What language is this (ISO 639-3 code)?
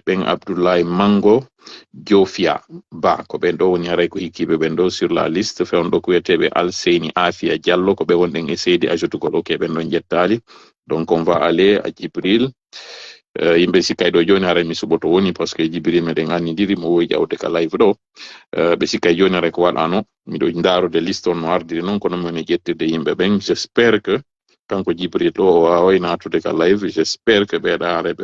ful